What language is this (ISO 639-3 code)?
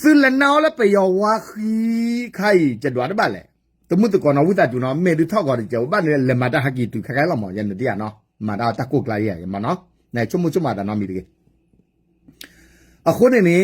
ksw